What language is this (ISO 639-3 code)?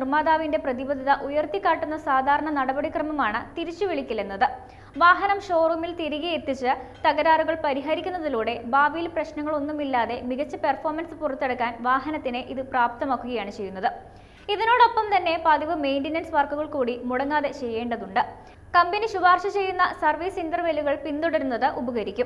mal